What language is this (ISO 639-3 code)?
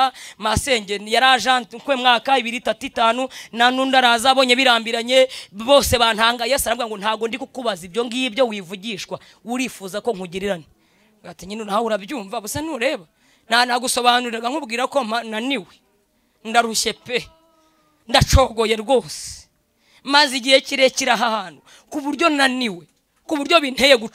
kin